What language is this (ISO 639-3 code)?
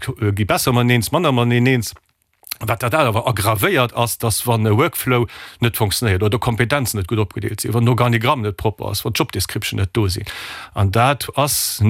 ltz